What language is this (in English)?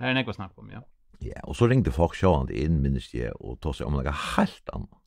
Faroese